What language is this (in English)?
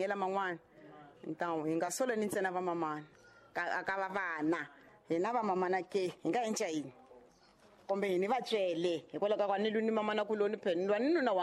Tsonga